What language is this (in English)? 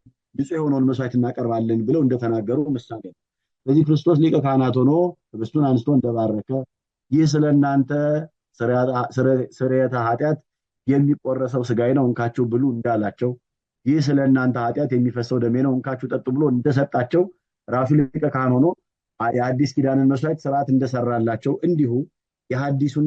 Amharic